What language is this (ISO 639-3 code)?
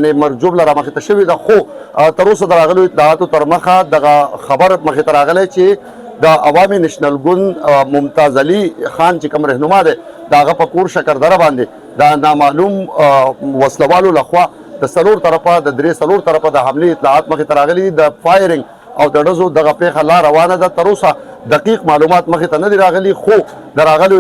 pus